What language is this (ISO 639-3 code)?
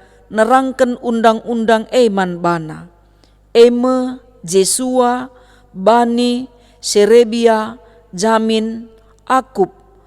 btx